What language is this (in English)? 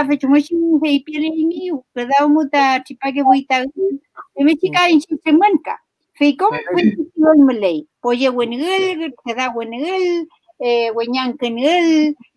Mapuche